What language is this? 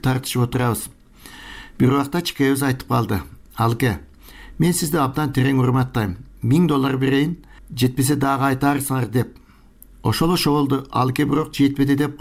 Kyrgyz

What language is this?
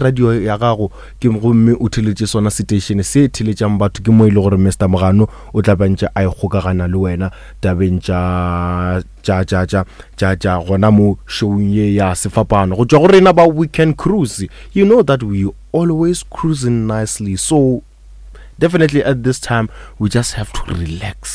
Northern Sotho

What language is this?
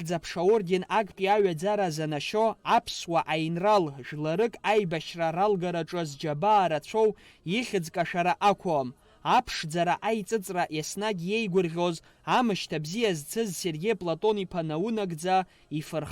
Abkhazian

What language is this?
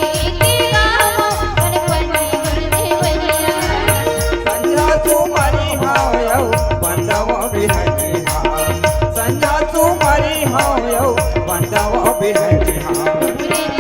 Chhattisgarhi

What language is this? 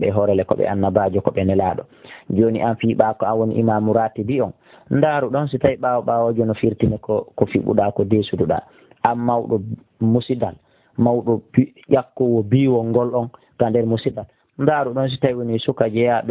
Pular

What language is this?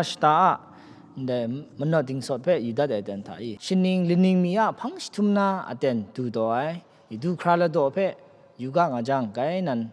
Kachin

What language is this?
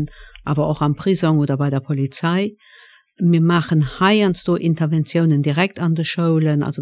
Luxembourgish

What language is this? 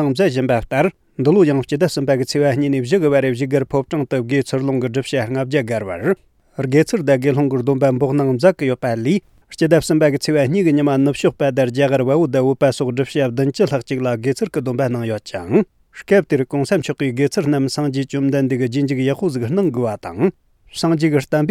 Tibetan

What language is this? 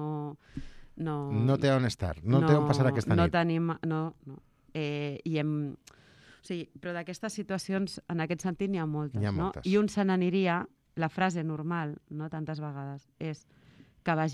Catalan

